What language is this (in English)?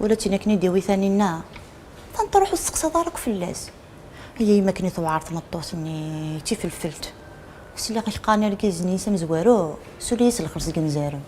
Kabyle